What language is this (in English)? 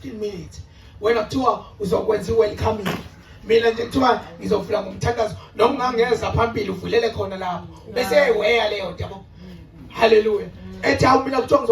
Zulu